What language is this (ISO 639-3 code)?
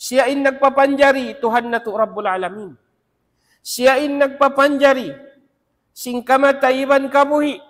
tsg